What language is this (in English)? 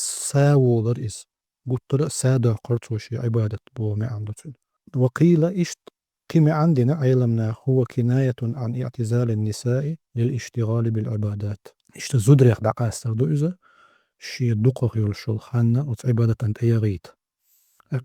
Chechen